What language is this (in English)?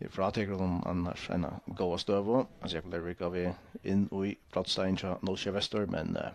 Faroese